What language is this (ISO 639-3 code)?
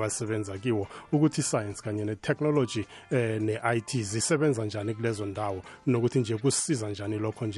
nbl